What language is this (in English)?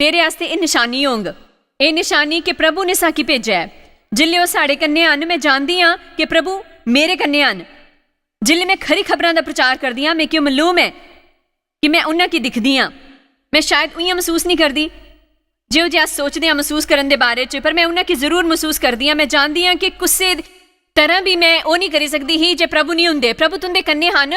Dogri